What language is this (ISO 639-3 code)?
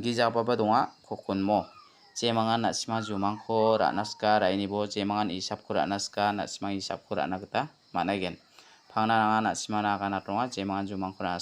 grt